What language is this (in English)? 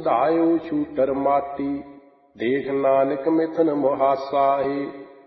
Punjabi